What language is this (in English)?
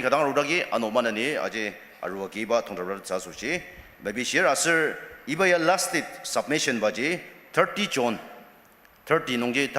Ao Naga